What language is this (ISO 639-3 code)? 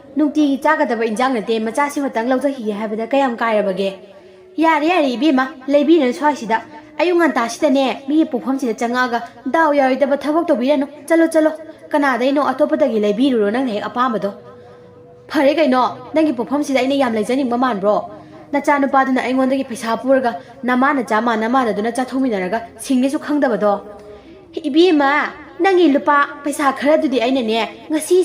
mni